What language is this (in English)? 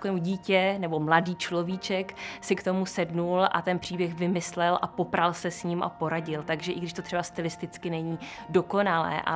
Czech